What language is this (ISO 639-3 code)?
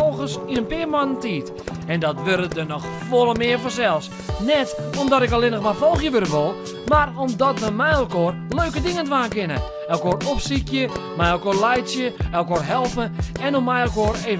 fry